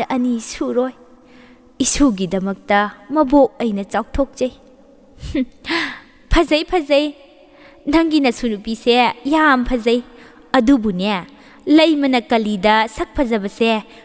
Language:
Manipuri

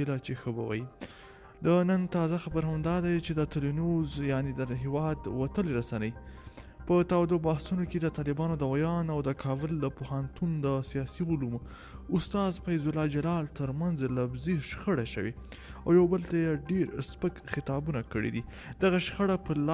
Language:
Pashto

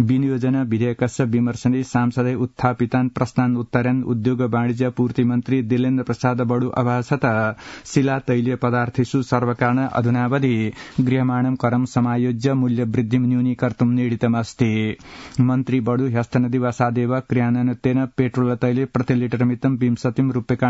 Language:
Sanskrit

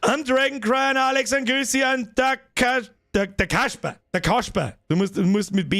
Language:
Bavarian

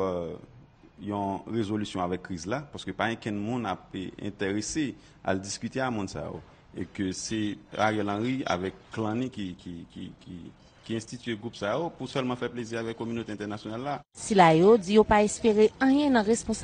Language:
Haitian Creole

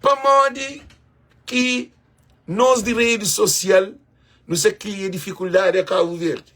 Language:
Kabuverdianu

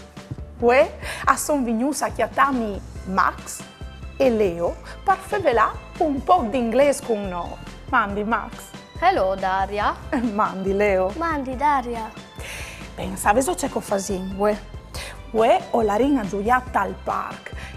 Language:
Friulian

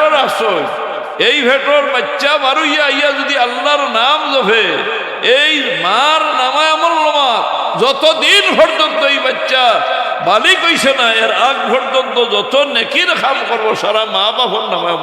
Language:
Sylheti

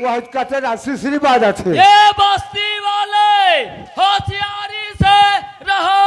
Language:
Chhattisgarhi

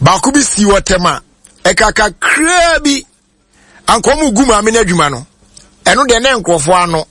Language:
Akan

